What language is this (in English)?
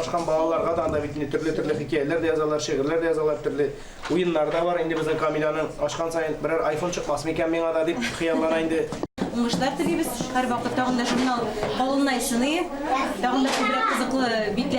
Tatar